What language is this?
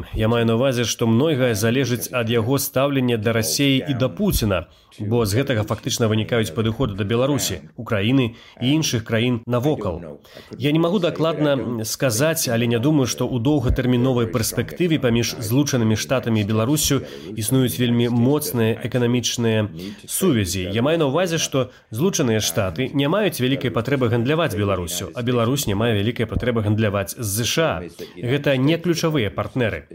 Belarusian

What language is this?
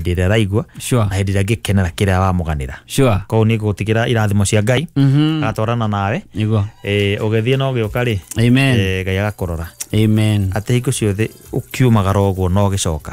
Kikuyu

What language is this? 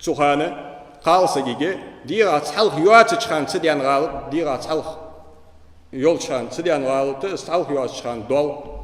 Ingush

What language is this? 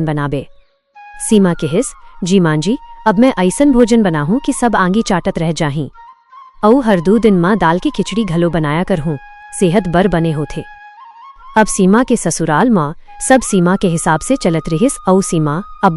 Chhattisgarhi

